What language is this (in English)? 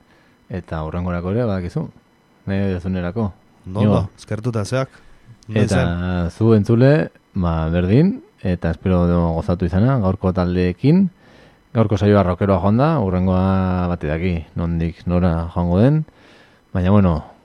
Basque